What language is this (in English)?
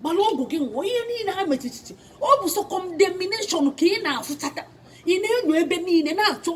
Igbo